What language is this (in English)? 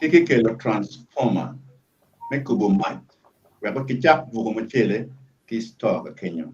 Acoli